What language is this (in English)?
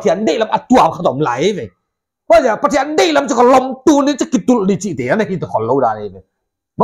Paite Chin